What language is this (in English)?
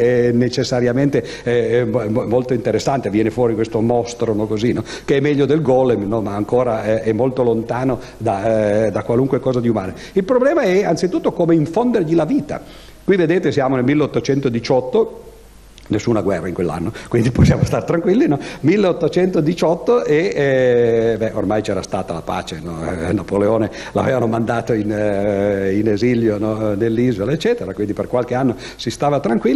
Italian